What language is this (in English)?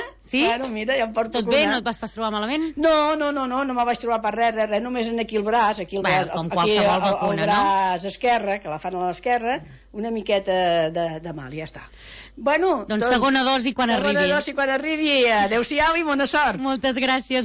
Catalan